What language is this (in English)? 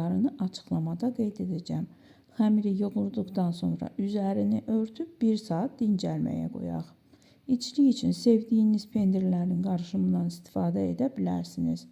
Azerbaijani